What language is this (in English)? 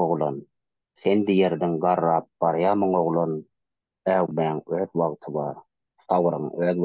Turkmen